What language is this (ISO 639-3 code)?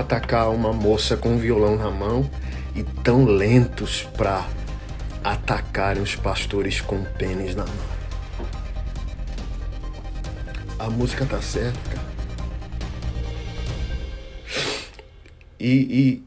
por